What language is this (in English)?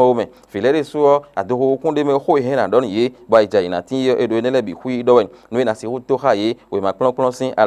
Fon